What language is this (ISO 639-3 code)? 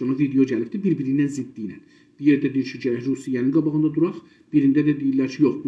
azb